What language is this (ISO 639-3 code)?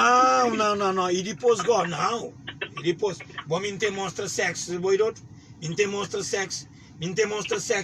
kea